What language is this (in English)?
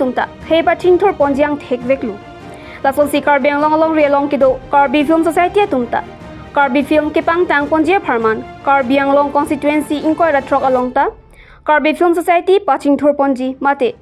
Karbi